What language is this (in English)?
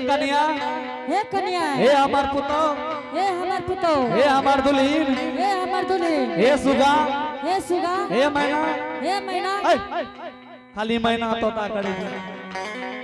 Angika